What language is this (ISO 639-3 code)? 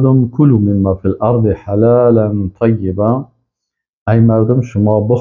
fas